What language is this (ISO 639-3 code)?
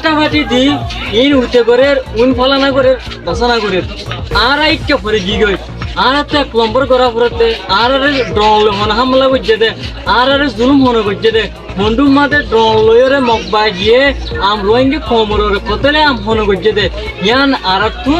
rhg